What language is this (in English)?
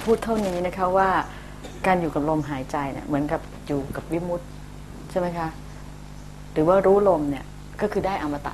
Thai